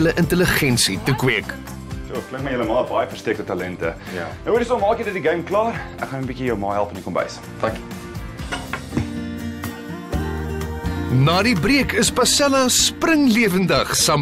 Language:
Afrikaans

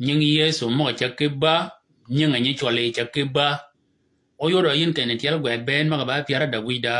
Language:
Shilluk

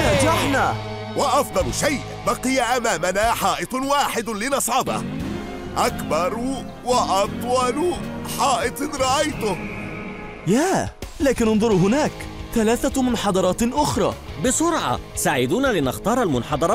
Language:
Arabic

